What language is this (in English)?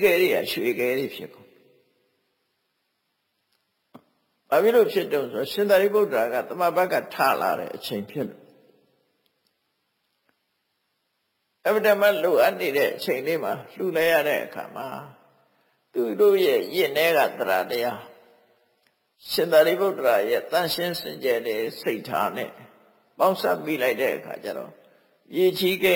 Burmese